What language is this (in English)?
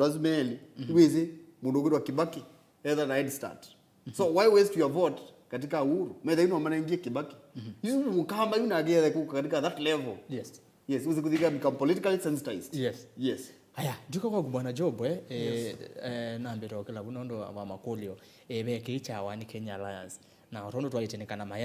Kamba